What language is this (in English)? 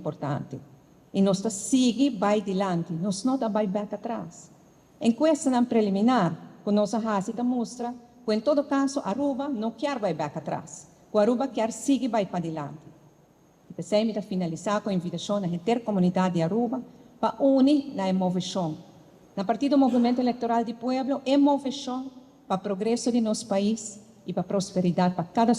Papiamento